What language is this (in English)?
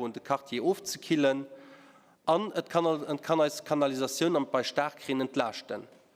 Luxembourgish